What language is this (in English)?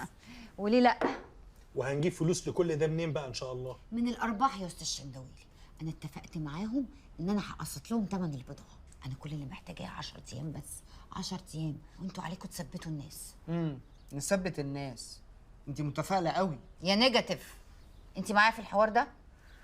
Egyptian Arabic